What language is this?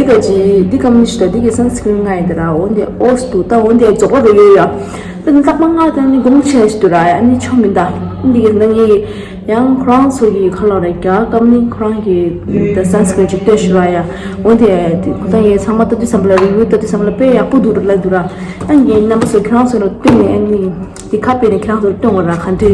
Tibetan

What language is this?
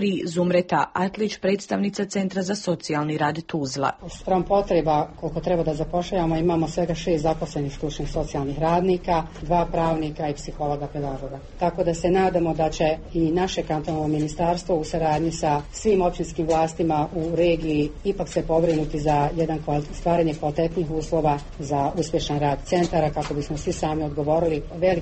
Bosnian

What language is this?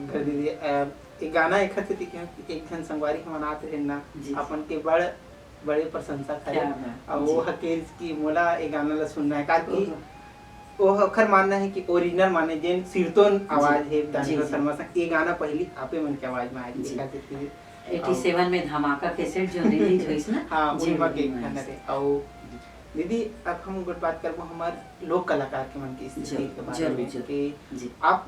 Chhattisgarhi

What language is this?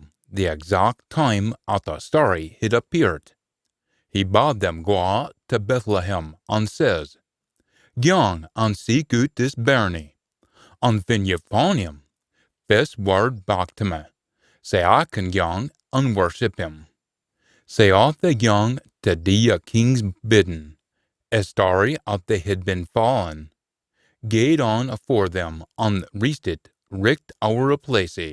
Scots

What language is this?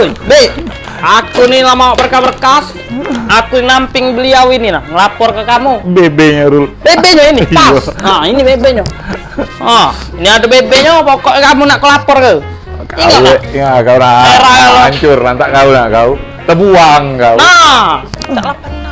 Musi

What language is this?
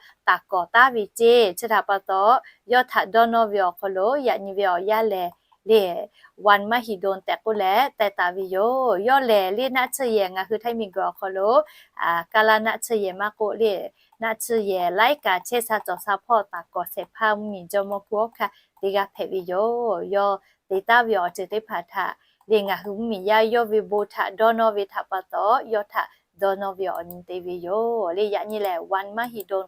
Lahu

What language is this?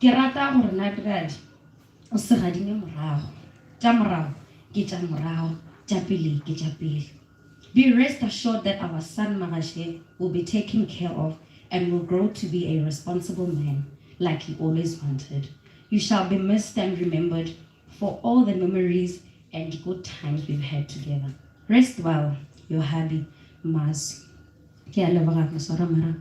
Northern Sotho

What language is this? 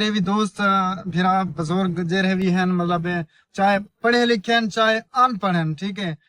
Saraiki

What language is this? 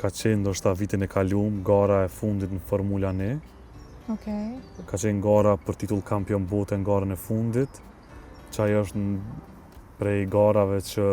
Albanian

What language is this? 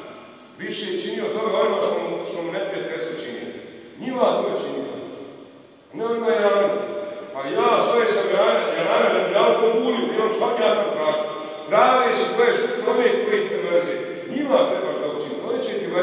Bosnian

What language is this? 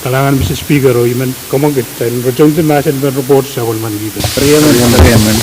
Pohnpeian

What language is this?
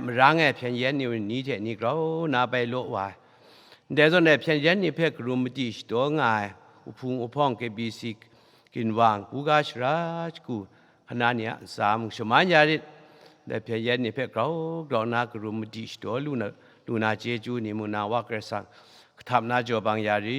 Kachin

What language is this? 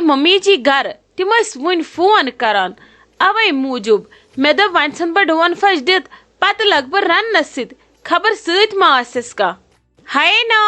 Kashmiri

